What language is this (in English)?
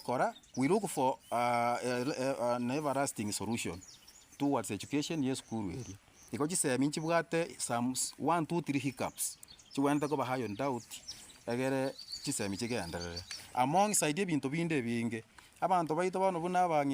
Gusii